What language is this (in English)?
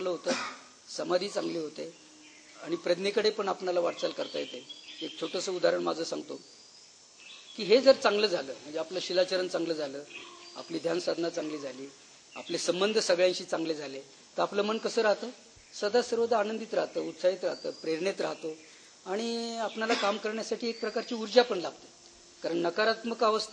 Marathi